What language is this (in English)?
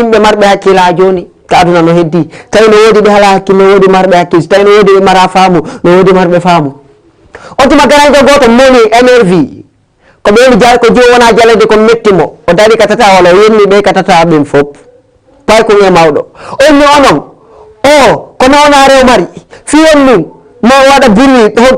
Fula